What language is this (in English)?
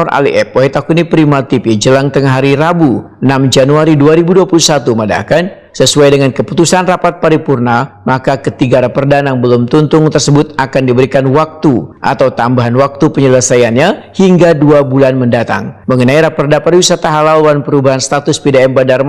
Banjar